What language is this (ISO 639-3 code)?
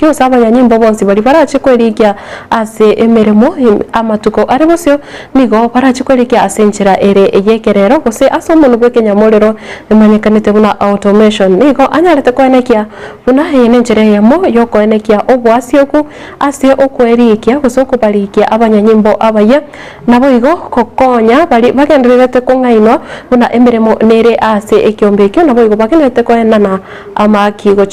guz